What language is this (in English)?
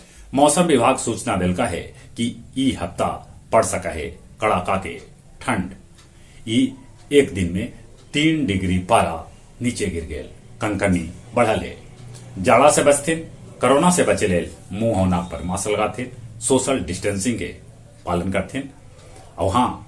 Magahi